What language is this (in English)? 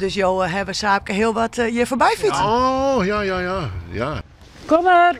Western Frisian